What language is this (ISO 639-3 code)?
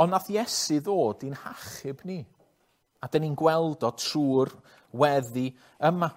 cym